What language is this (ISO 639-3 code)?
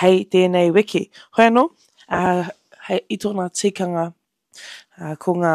mri